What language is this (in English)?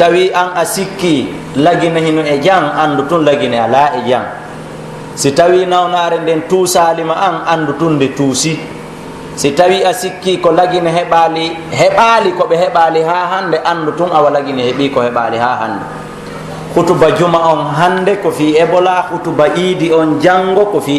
Pular